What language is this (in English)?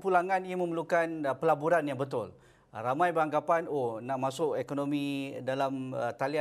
Malay